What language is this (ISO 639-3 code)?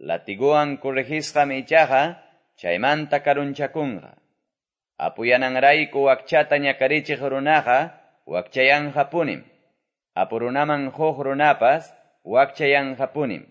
que